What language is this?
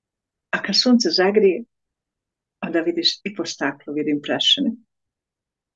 Croatian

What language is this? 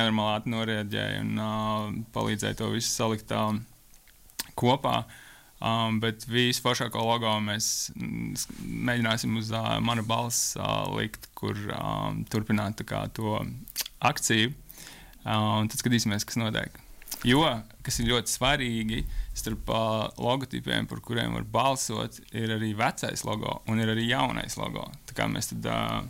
Latvian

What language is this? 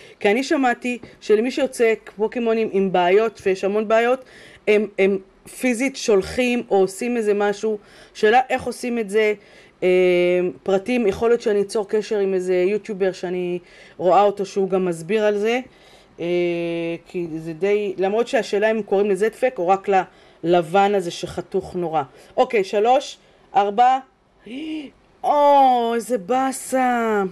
Hebrew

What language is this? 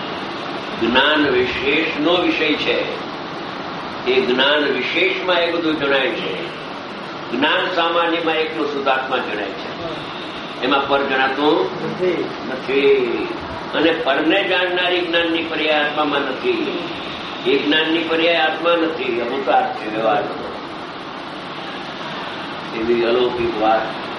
Gujarati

